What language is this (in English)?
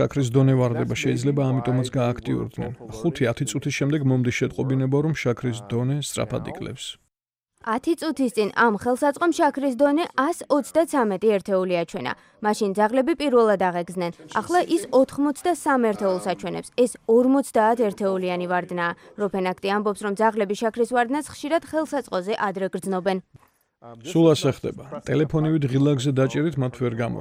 Georgian